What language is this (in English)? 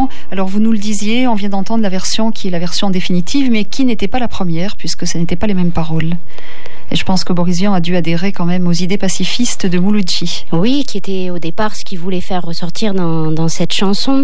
French